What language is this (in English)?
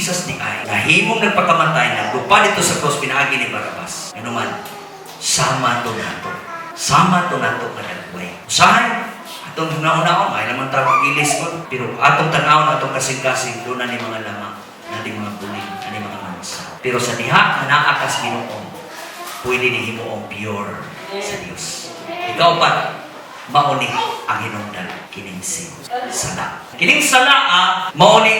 Cebuano